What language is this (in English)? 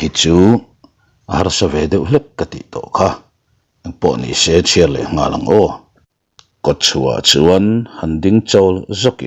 Mizo